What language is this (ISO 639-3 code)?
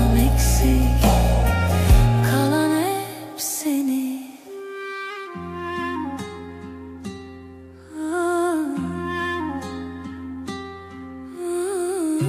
tur